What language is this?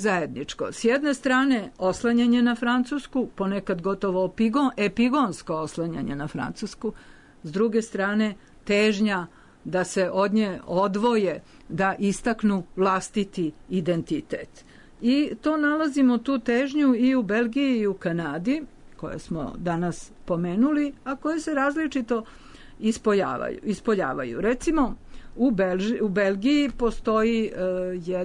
Serbian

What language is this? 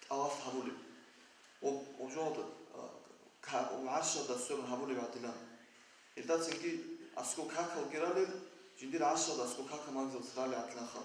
Avaric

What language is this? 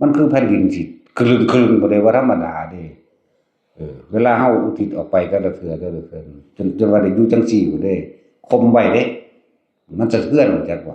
Northeastern Thai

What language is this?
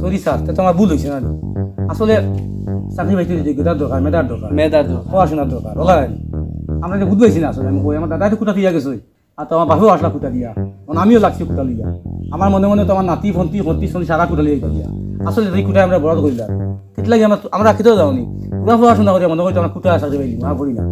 Sylheti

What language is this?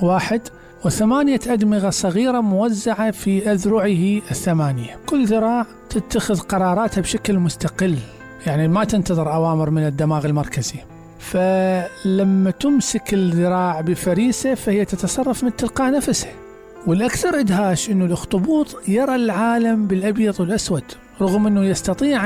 Mesopotamian Arabic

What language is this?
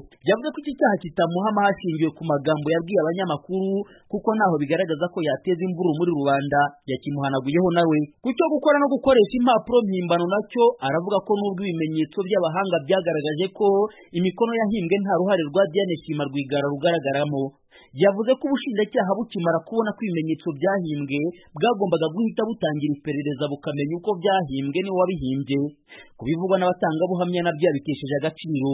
Kinyarwanda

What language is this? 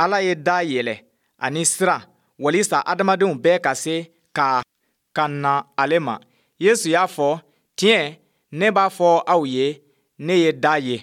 Bambara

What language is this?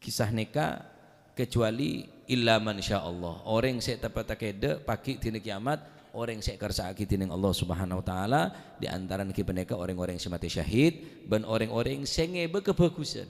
Madurese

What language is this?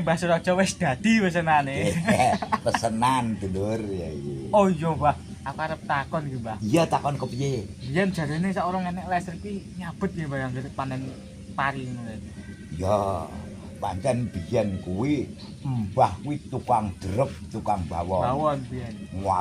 Javanese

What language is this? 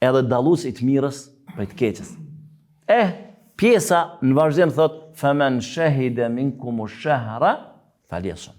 Albanian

